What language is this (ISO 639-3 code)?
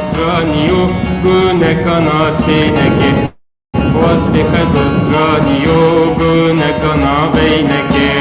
zza